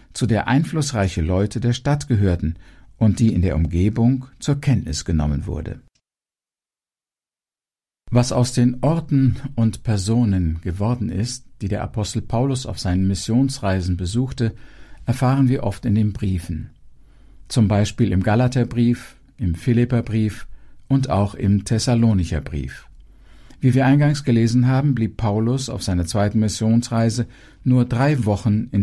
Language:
German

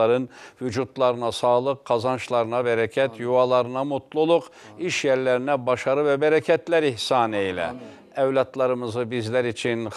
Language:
Turkish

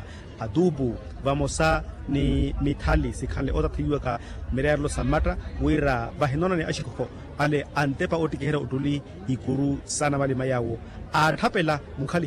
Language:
Makhuwa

